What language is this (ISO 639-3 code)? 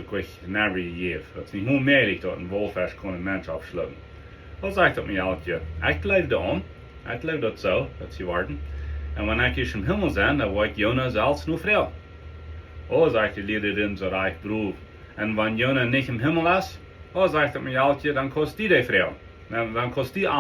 pdt